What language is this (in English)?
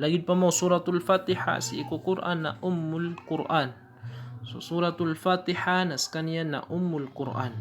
Maranao